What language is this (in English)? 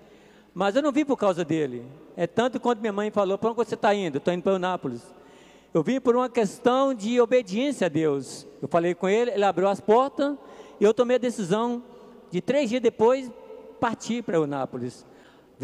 Portuguese